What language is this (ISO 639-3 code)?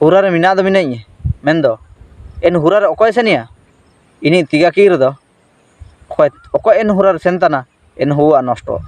hoc